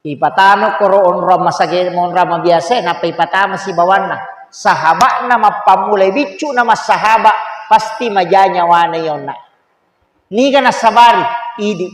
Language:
Buginese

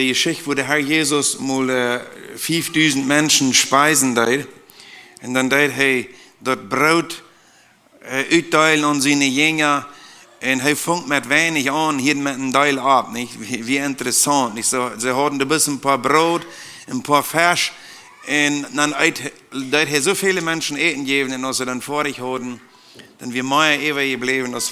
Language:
Plautdietsch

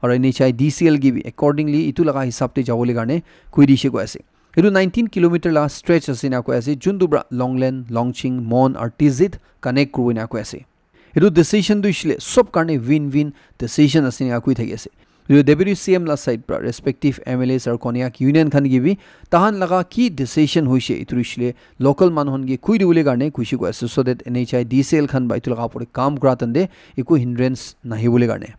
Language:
Naga Pidgin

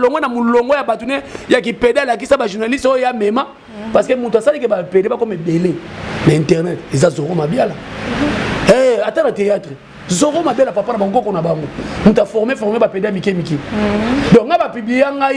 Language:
Lingala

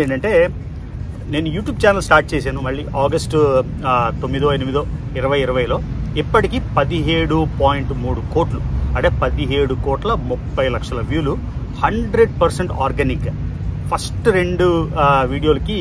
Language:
Telugu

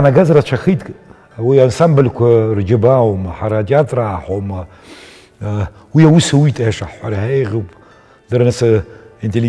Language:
Abkhazian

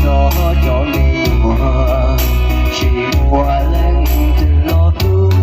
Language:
Hmong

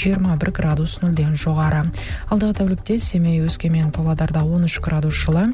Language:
Kazakh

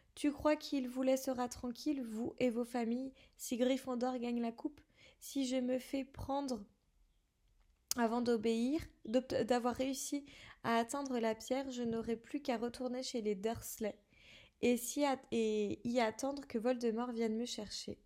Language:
French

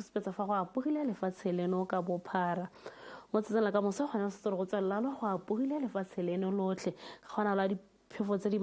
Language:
Tswana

